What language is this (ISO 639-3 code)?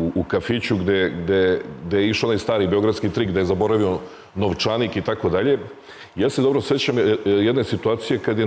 srp